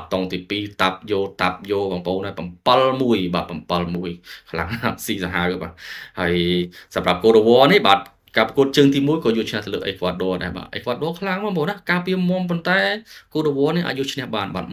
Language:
Khmer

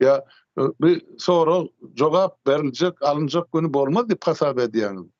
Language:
Turkmen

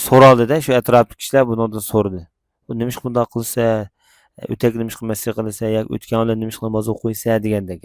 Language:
Uyghur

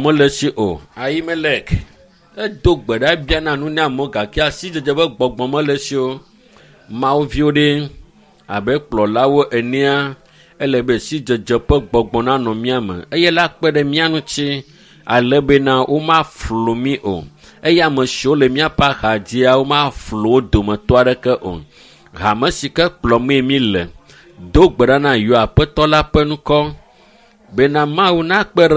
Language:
Ewe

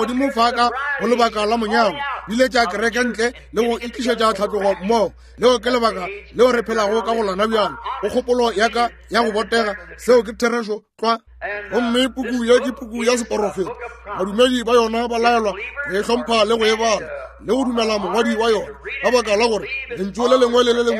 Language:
Northern Sotho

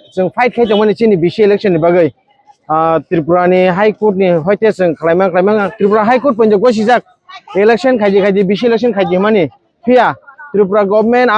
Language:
Kok Borok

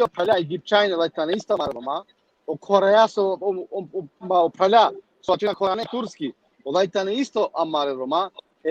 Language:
Balkan Romani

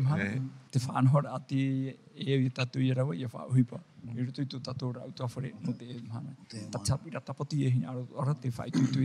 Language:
Tahitian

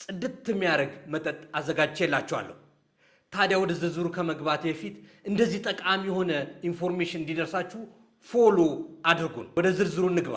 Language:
Amharic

